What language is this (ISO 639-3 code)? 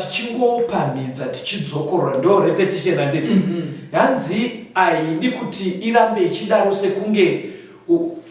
sna